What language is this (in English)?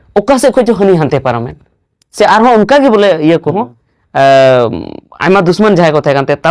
Santali